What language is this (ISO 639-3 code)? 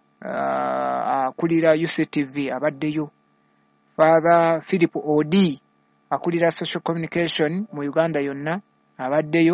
lug